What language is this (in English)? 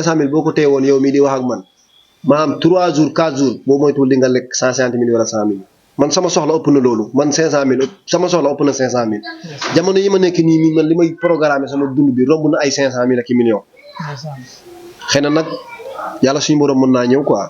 Wolof